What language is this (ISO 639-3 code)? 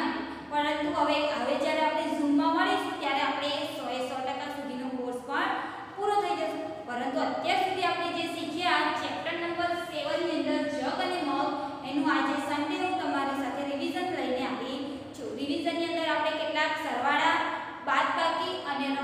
guj